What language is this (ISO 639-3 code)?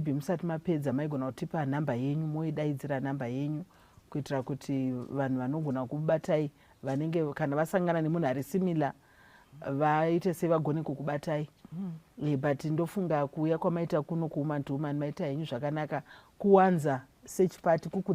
sna